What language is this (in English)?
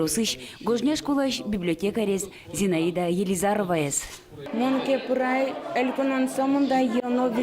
Udmurt